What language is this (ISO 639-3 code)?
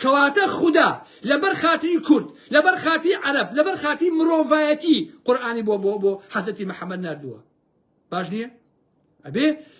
ckb